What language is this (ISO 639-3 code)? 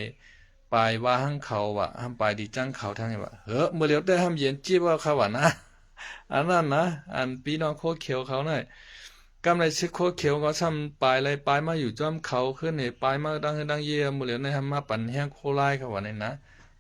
shn